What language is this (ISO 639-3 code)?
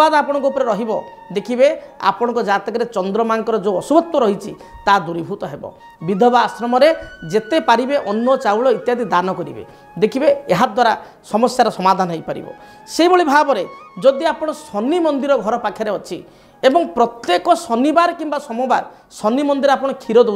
ori